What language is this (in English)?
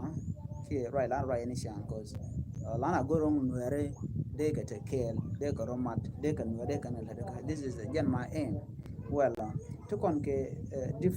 Nuer